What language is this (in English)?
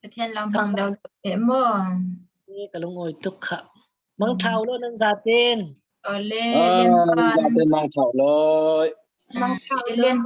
Falam Chin